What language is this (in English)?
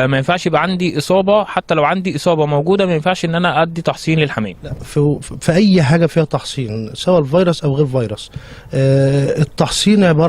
Egyptian Arabic